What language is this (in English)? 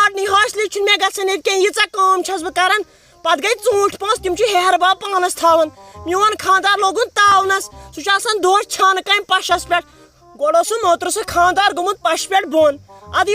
Kashmiri